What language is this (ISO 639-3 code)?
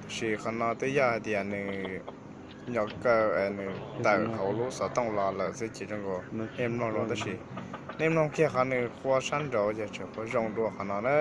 hmn